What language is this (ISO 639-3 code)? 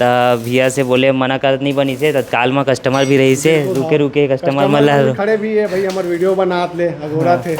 hne